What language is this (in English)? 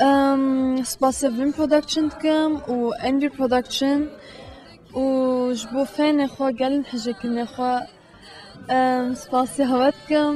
Kurdish